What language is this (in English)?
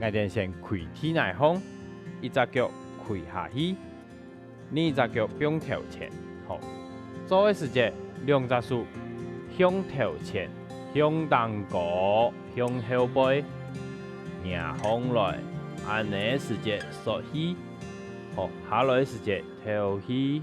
Hakka Chinese